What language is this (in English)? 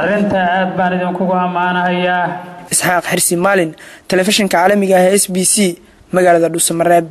Somali